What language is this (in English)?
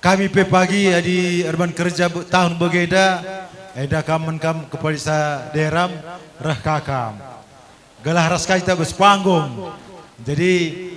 Batak Karo